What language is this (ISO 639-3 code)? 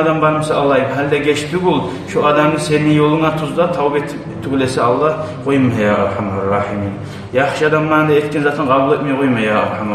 kum